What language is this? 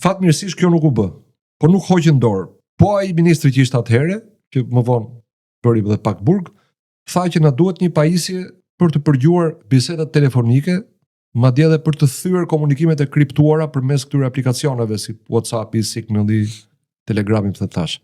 Albanian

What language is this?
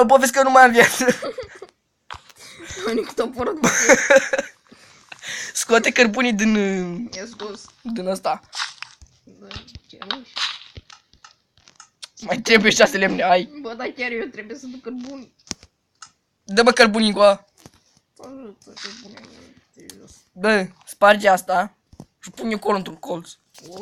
Romanian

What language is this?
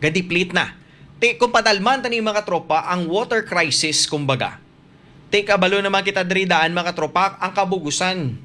Hiligaynon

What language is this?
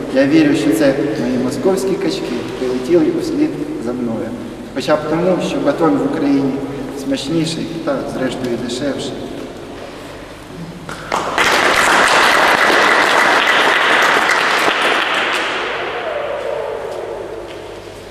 Ukrainian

